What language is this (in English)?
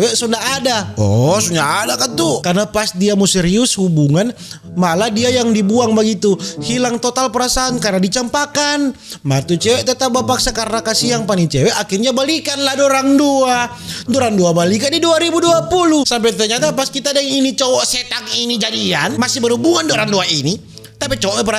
Manado Malay